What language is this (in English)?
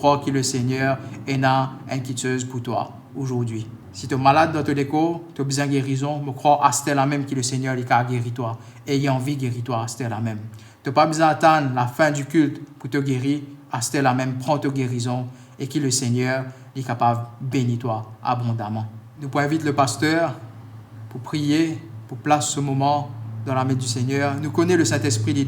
Morisyen